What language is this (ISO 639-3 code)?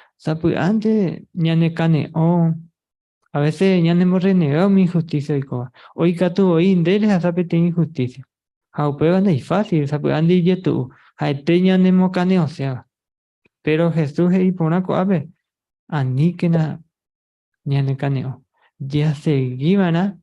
grn